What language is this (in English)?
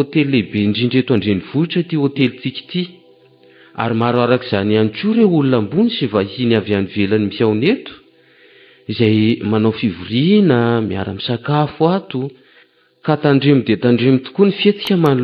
Malagasy